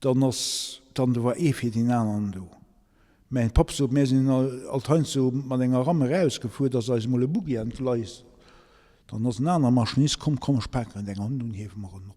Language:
Luxembourgish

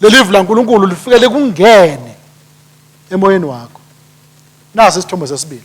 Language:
Swati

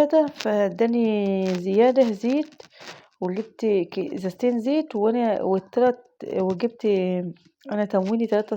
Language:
Egyptian Arabic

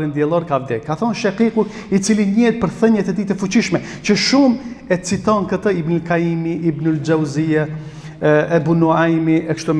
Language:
Albanian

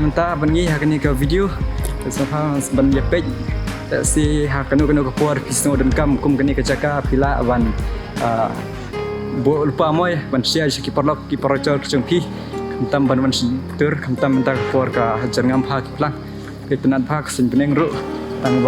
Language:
Khasi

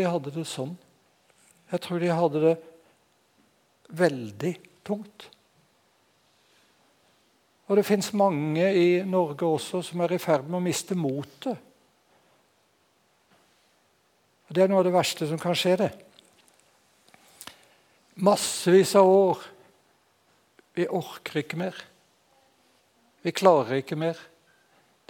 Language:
Norwegian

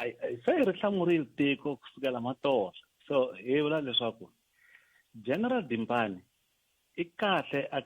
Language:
Tsonga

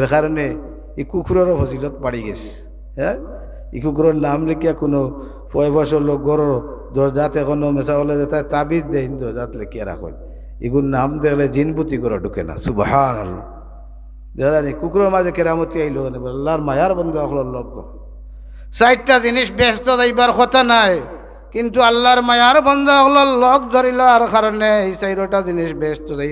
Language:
Sylheti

